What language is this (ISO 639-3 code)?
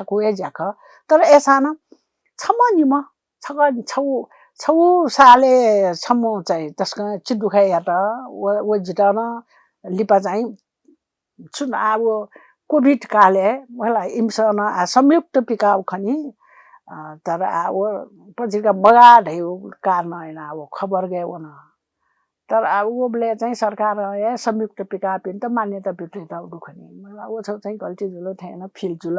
new